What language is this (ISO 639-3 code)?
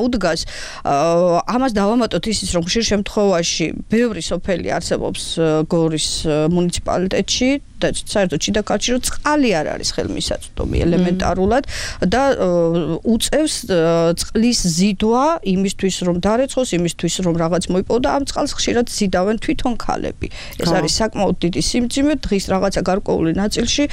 kat